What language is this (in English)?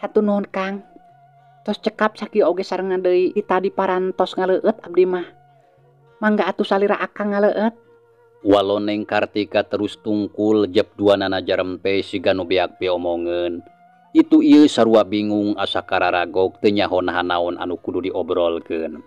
Sundanese